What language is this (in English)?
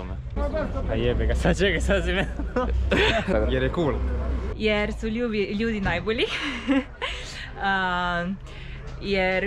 Croatian